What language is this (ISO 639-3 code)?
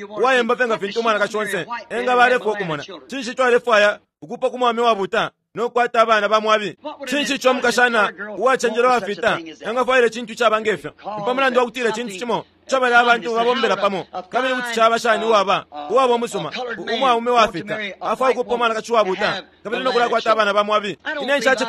bem